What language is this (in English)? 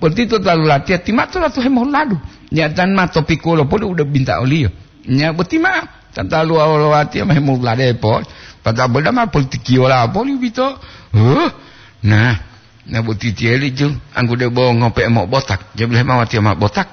Gorontalo